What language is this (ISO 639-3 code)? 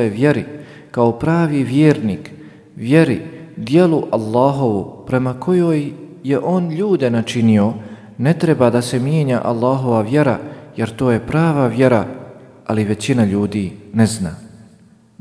bos